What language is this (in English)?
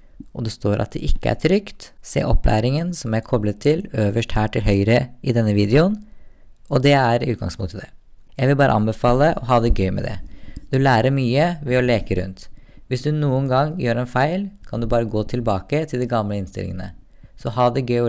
Norwegian